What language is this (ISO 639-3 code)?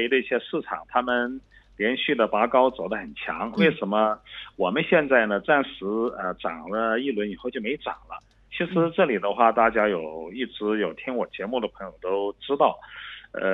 zho